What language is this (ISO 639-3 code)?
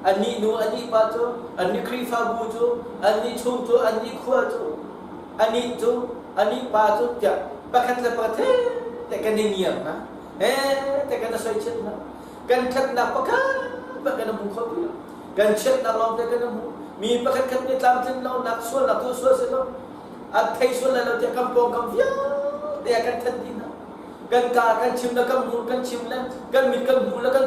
cnh